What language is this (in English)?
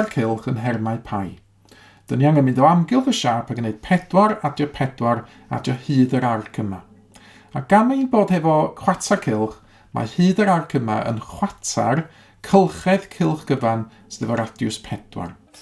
Welsh